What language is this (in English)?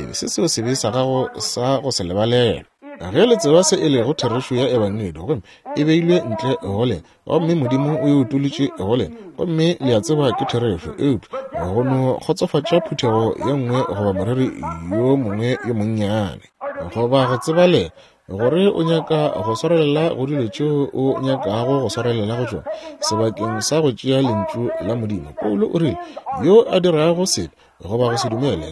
Northern Sotho